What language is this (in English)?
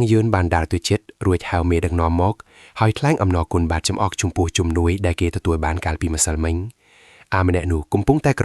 Khmer